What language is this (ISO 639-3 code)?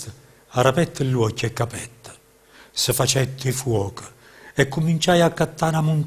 nap